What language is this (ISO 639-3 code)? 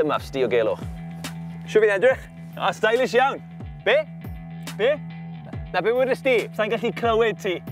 cym